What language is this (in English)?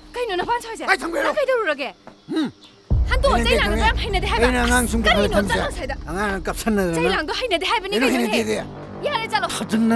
Manipuri